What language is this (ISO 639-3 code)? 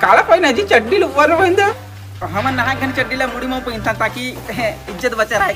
hne